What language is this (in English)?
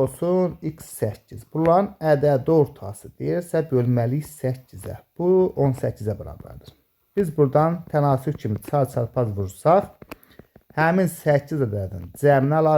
Azerbaijani